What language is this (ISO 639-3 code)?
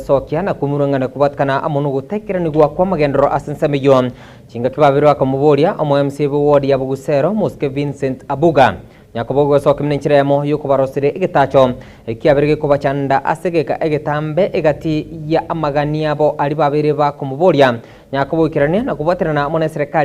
guz